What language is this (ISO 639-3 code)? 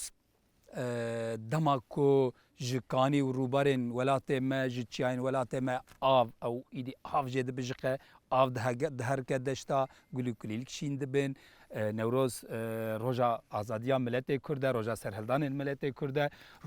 kur